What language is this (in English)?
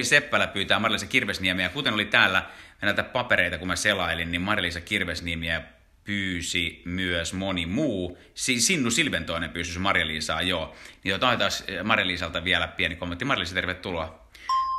Finnish